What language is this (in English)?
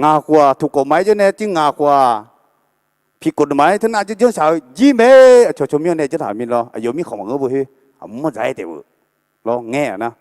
Akha